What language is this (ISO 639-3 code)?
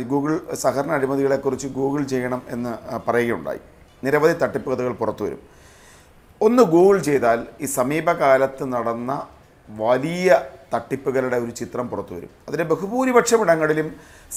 mal